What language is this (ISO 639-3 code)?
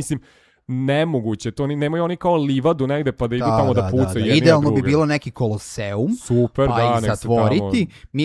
srp